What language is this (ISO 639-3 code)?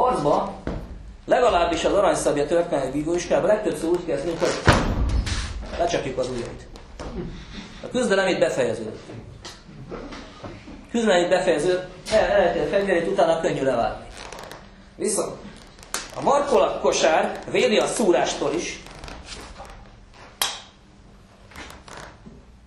hun